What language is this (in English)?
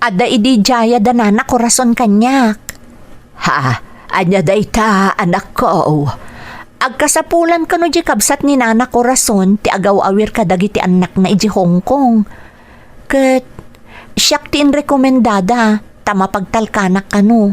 Iloko